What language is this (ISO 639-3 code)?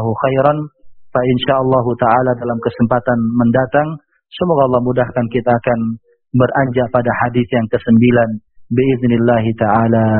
ind